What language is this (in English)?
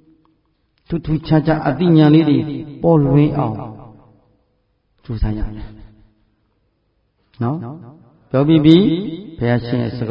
Burmese